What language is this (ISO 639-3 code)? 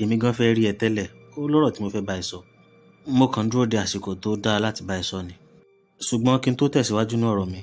yor